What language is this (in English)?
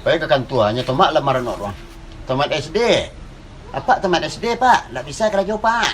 Minangkabau